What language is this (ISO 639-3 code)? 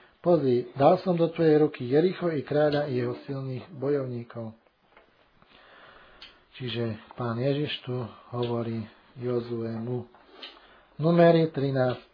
slk